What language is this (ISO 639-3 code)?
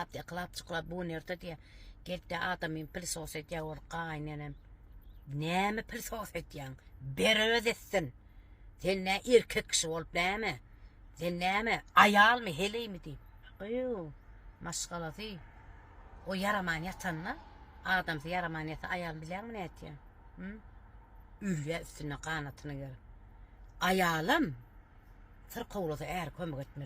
tuk